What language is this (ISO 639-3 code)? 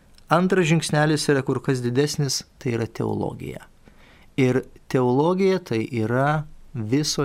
lit